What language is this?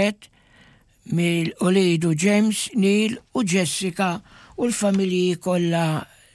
Maltese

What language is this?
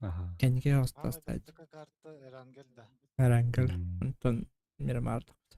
Yakut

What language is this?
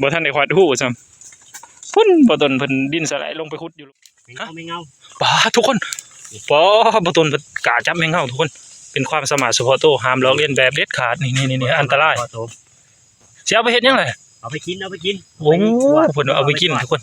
Northeastern Thai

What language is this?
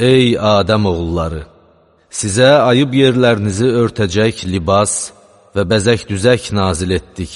Azerbaijani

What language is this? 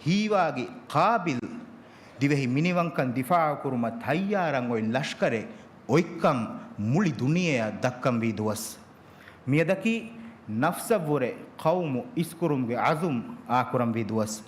Divehi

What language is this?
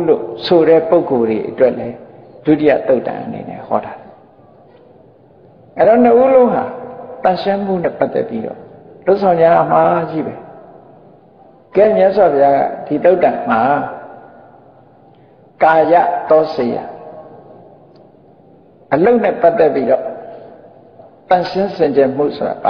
Burmese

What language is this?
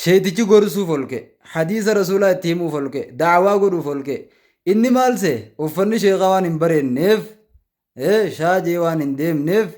Oromo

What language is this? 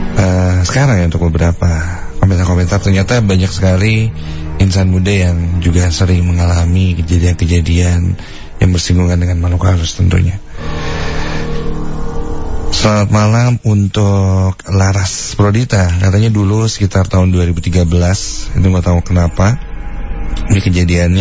Indonesian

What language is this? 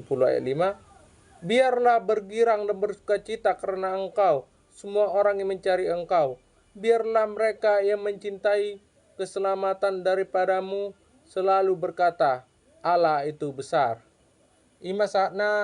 Batak Toba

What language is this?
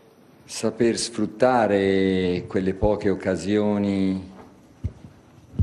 Italian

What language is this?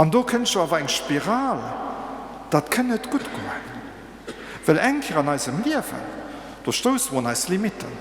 Luxembourgish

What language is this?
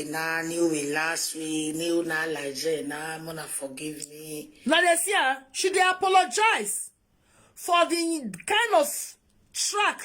Nigerian Pidgin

